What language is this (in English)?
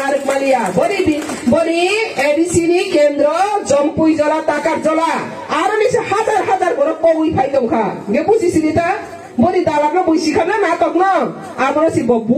Riang (India)